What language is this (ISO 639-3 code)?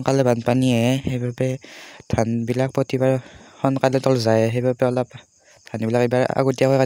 asm